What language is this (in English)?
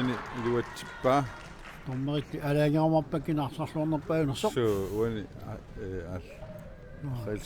Kalaallisut